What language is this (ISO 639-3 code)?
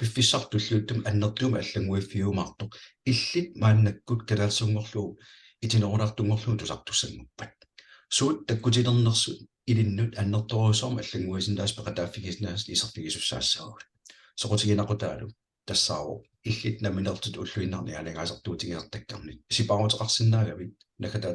kal